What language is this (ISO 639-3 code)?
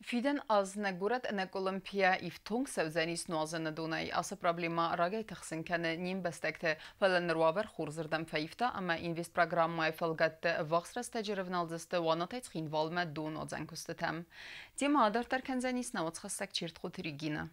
oss